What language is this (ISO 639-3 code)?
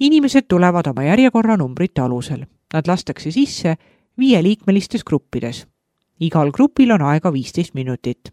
est